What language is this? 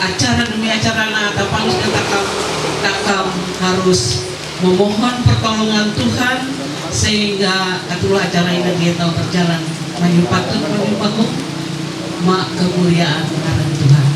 Ma'anyan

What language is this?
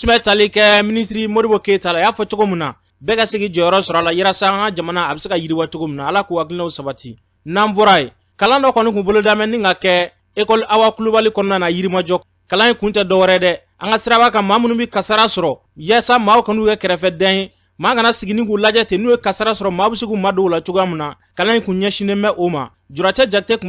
Bambara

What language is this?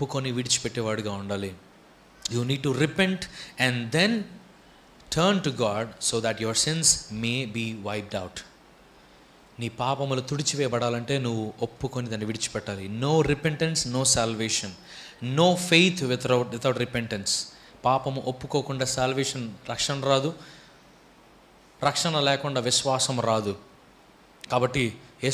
Telugu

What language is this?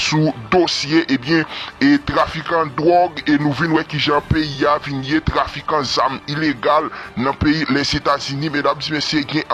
Haitian Creole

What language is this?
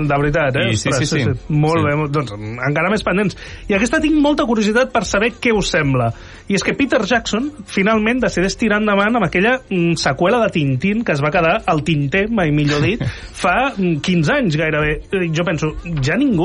Catalan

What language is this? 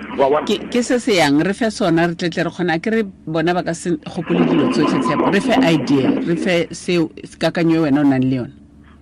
Tswana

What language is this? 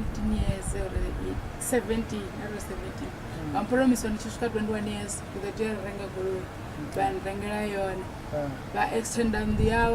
Venda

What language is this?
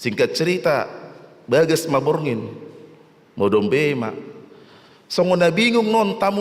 Batak Toba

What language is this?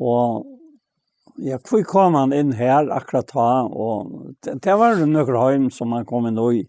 Faroese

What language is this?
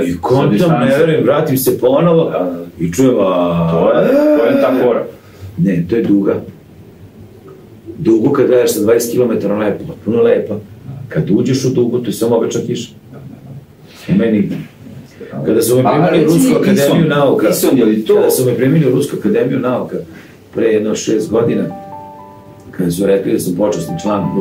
Serbian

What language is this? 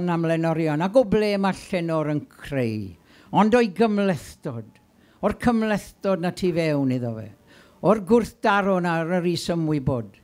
Welsh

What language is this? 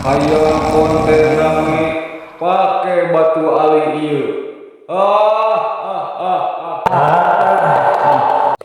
Sundanese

